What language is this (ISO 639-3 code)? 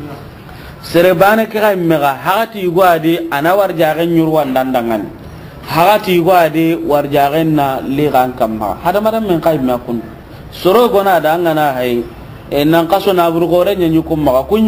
snk